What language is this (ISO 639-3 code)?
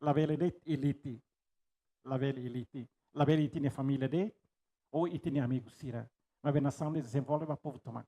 tet